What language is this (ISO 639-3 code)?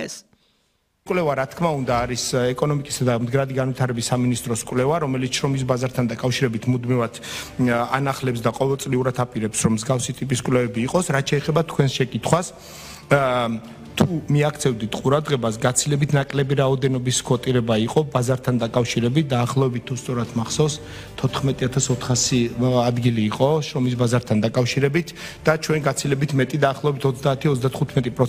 kat